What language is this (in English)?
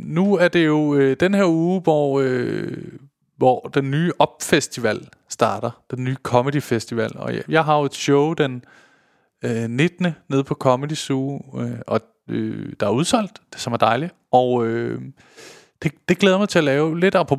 Danish